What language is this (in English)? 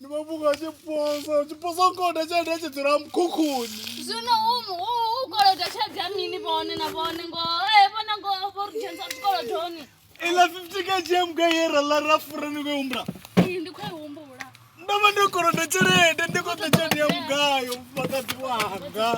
Venda